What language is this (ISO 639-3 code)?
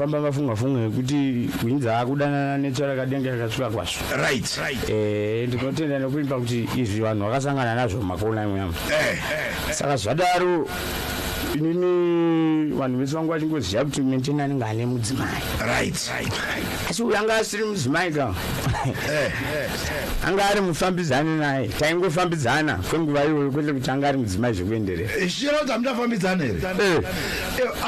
sna